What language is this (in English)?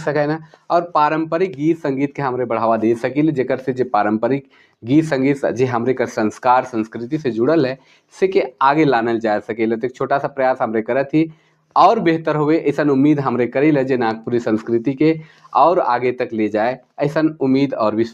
Sadri